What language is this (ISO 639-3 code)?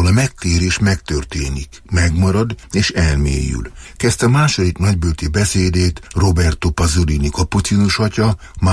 hun